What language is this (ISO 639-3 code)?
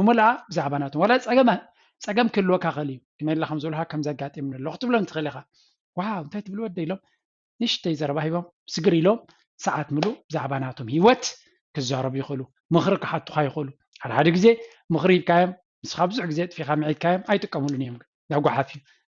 tir